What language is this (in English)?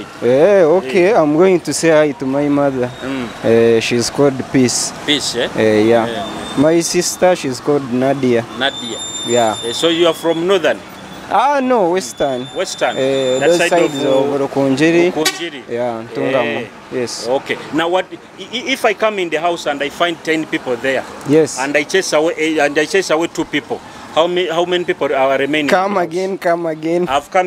Nyoro